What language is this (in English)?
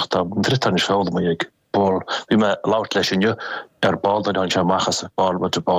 Irish